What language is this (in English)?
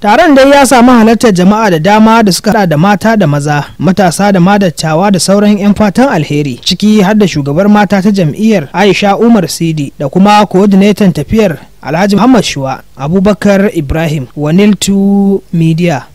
Hausa